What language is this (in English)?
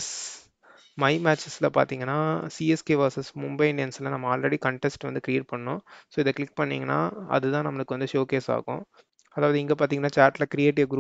Tamil